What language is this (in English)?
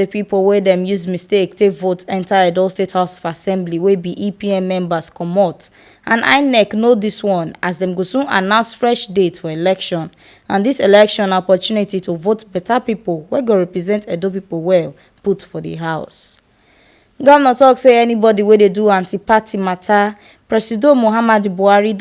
Nigerian Pidgin